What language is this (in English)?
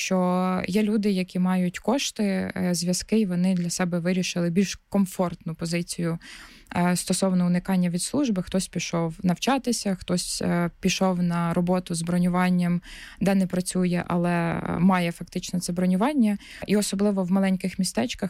Ukrainian